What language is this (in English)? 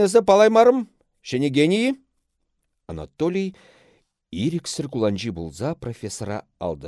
Chuvash